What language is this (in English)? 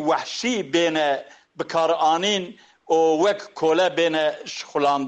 Kurdish